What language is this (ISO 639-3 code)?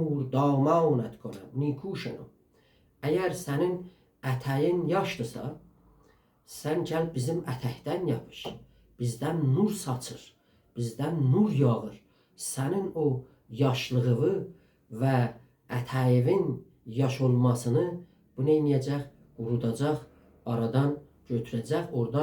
azb